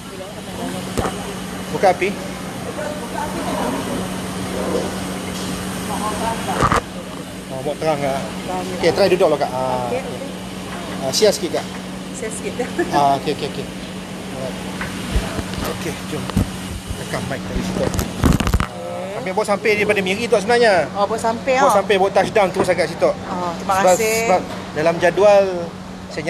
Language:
Malay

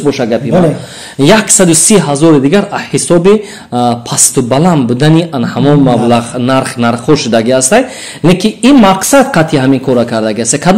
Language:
Tajik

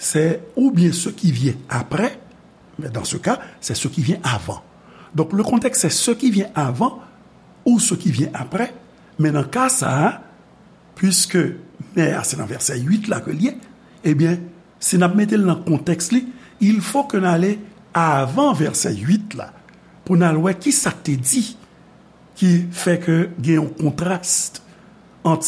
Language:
Haitian Creole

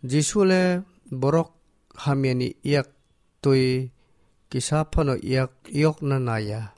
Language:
Kok Borok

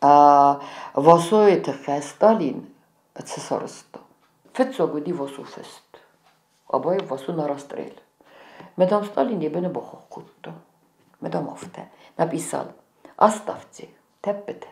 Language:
Ossetic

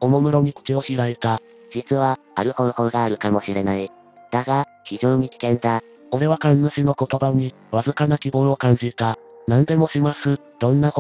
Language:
Japanese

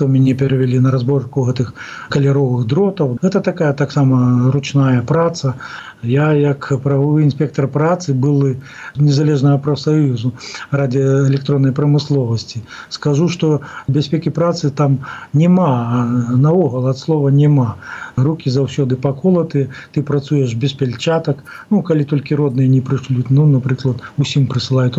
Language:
Belarusian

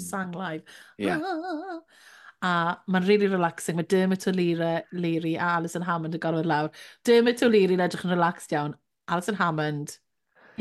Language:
Welsh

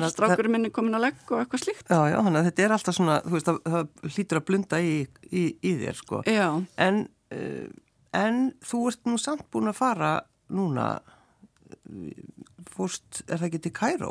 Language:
Icelandic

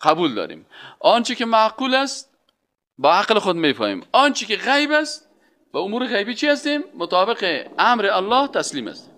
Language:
Persian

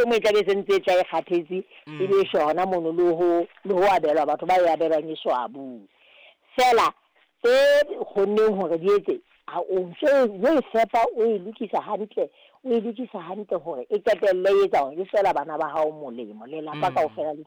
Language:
Southern Sotho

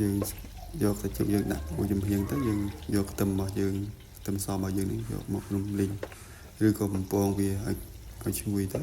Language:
Khmer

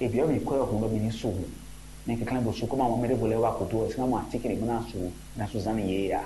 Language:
Fon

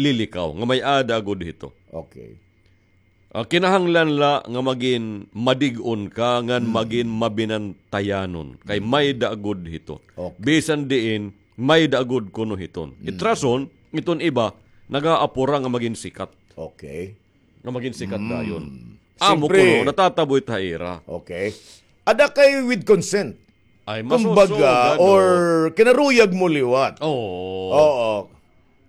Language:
Waray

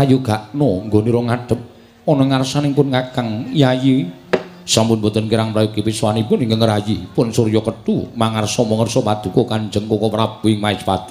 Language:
Javanese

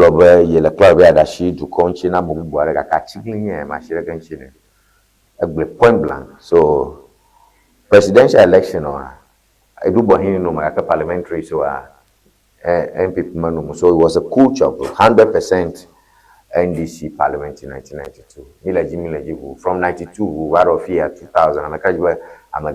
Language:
Ewe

